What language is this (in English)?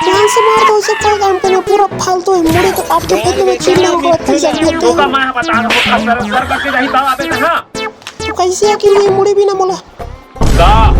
Chhattisgarhi